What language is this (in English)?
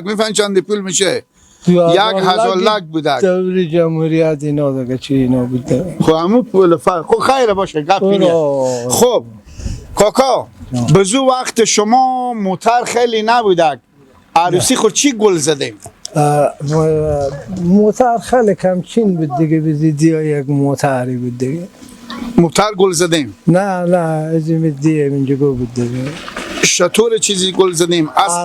Persian